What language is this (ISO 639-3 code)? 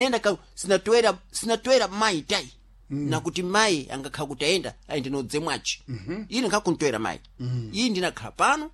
seh